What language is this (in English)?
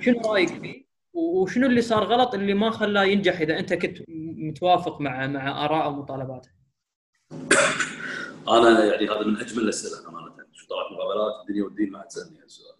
Gulf Arabic